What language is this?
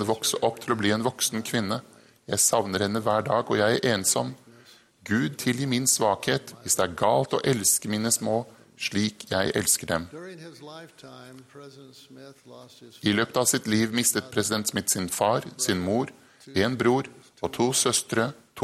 Norwegian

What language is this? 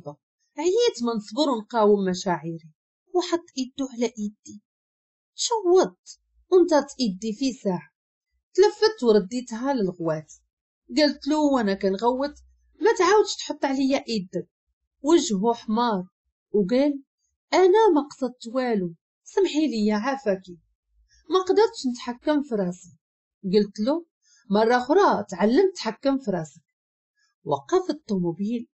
Moroccan Arabic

